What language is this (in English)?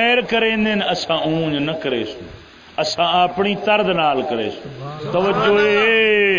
Saraiki